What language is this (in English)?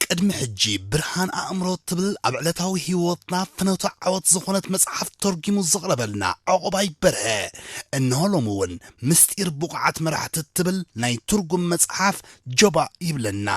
Tigrinya